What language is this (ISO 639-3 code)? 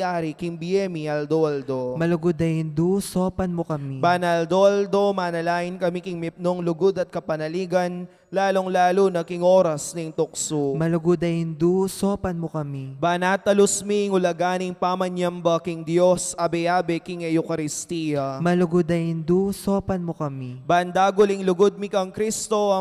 pam